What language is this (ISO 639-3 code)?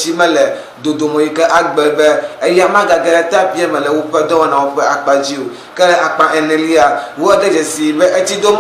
ewe